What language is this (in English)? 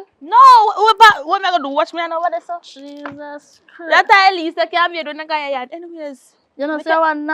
Jamaican Creole English